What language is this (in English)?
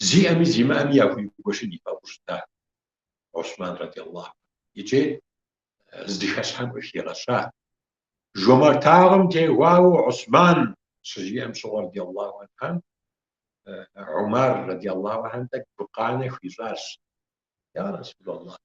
Kabardian